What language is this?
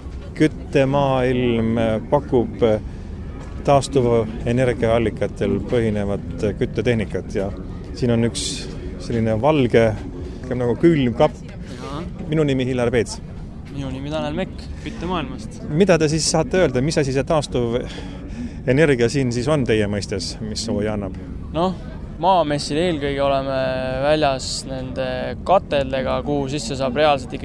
Estonian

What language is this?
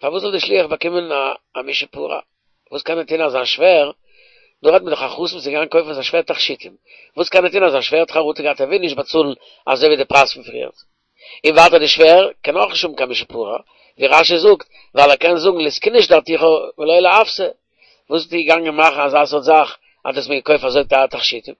Yiddish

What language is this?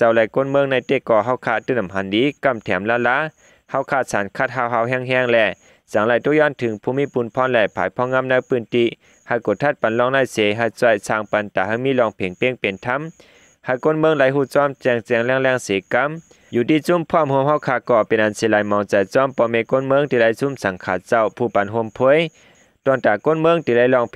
Shan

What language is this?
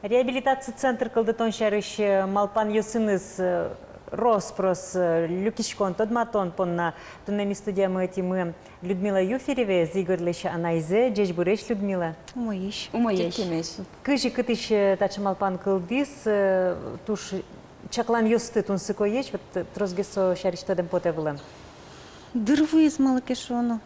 Udmurt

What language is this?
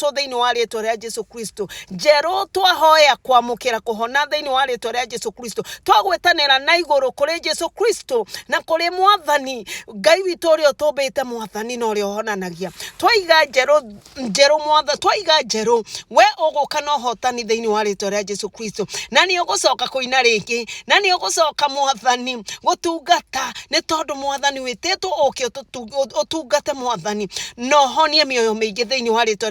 Kikuyu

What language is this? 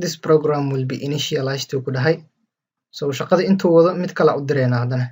Somali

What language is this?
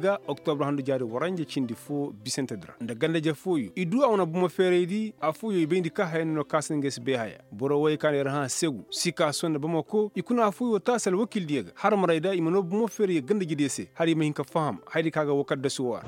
Koyraboro Senni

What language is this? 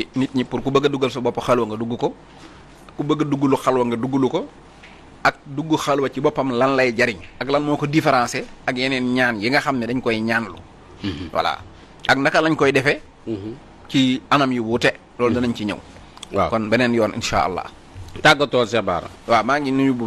Wolof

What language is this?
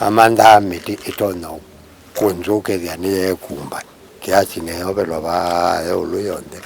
Kamba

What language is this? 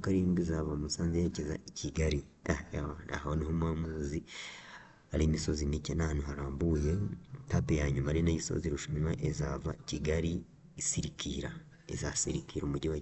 Kinyarwanda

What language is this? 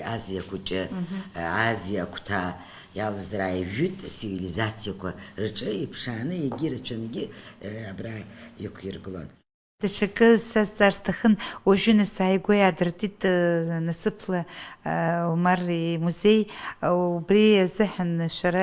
Abkhazian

